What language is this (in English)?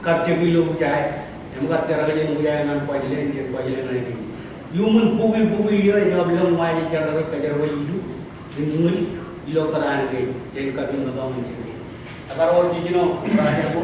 Marshallese